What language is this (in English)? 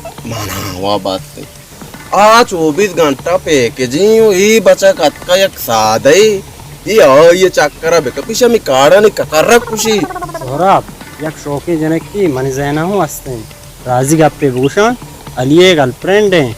Baluchi